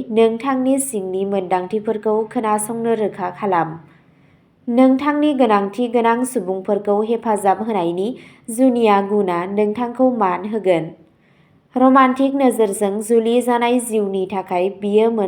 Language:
Bodo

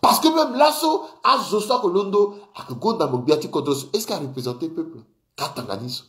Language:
Sango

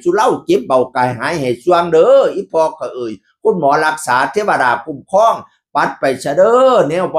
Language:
Northeastern Thai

